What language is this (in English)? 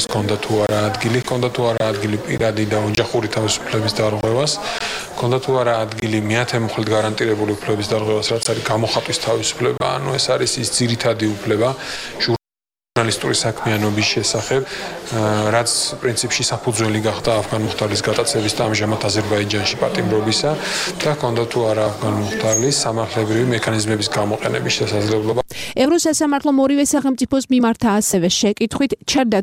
Georgian